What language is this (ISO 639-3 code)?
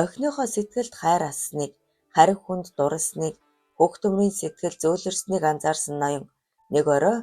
mon